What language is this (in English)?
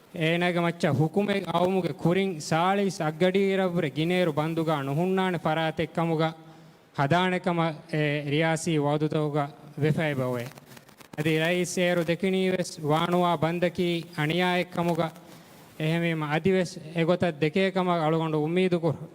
Divehi